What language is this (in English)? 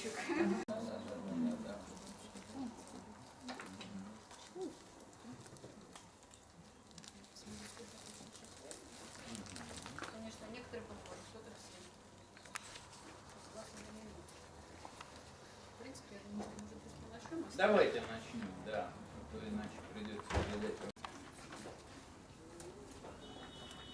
Russian